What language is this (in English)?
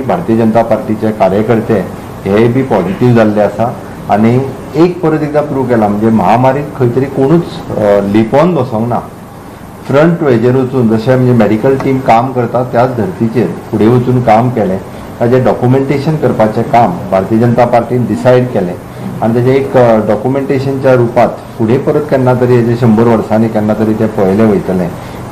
Konkani